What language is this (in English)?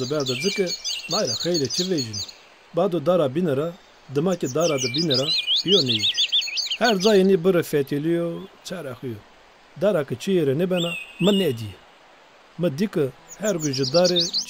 Zaza